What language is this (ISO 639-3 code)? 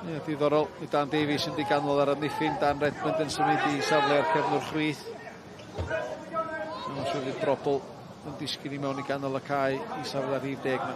cym